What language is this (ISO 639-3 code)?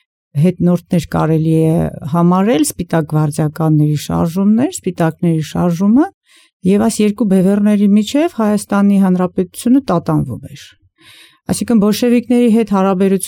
hye